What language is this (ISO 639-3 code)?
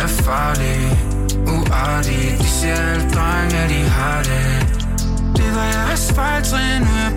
dan